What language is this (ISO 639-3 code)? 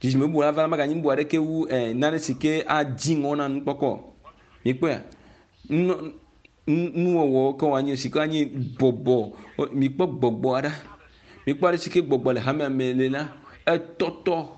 ewe